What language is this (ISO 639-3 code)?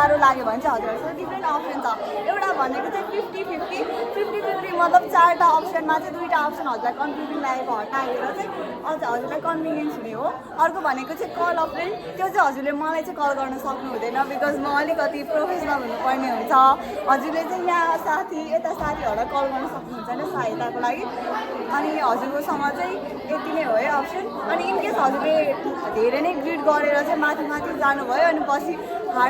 nep